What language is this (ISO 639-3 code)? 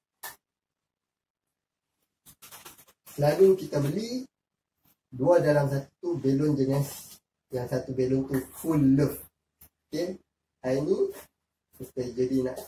msa